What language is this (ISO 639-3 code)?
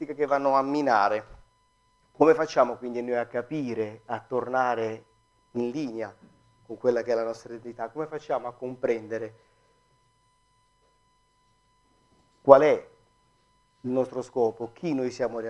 ita